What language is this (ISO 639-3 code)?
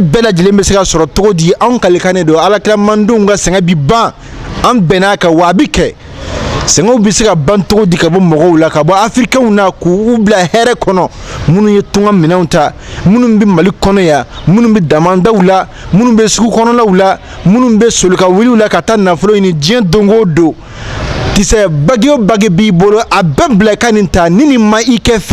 bam